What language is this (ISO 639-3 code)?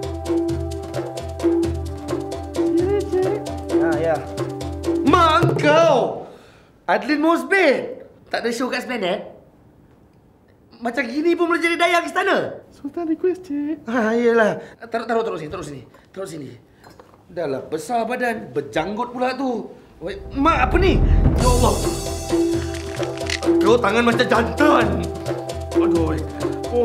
msa